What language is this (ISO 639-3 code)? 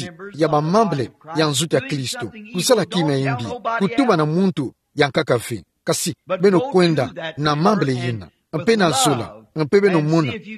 ktu